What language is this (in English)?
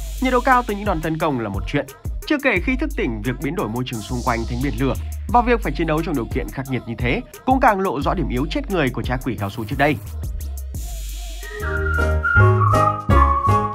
Vietnamese